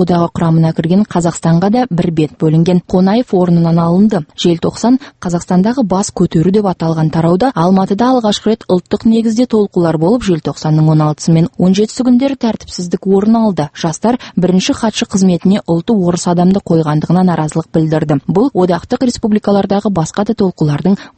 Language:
Kazakh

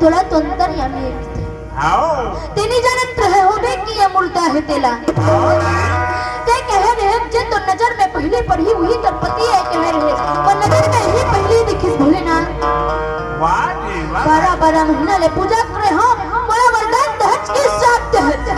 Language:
Chhattisgarhi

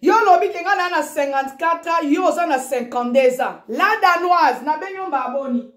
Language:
Lingala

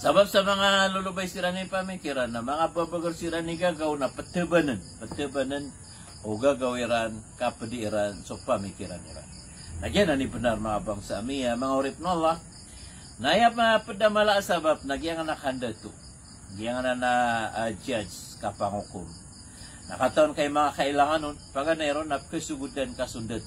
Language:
Maranao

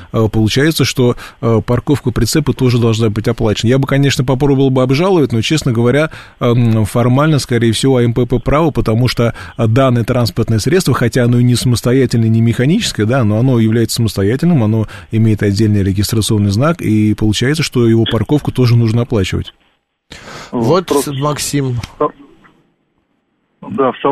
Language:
Russian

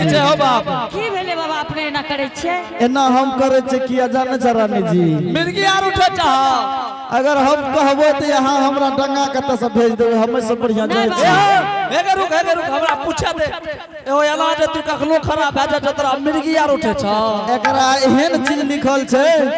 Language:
Angika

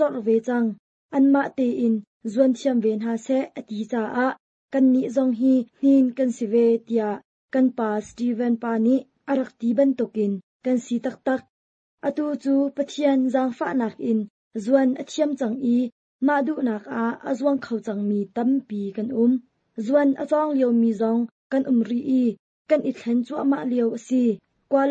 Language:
Hakha Chin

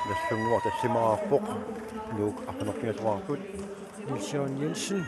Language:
Kalaallisut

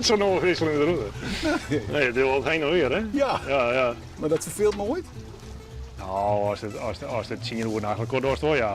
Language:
Western Frisian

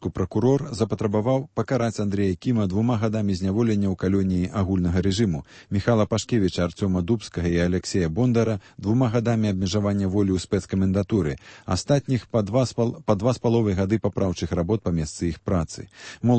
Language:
Belarusian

